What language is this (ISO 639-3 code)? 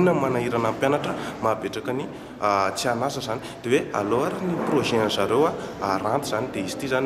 mlg